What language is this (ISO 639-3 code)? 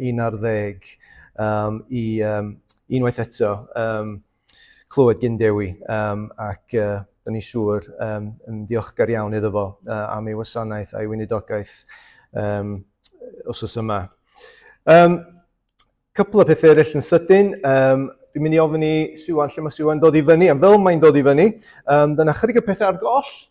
cym